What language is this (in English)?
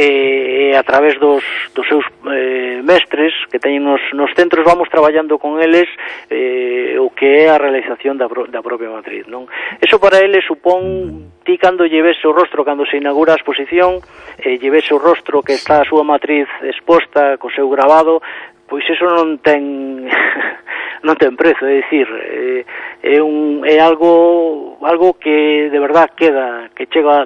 Galician